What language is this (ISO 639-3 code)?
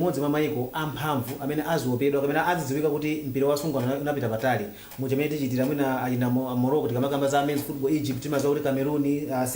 nya